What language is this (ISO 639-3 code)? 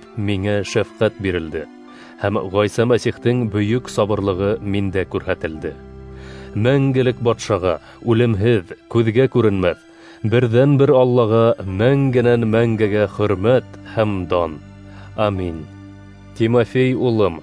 bak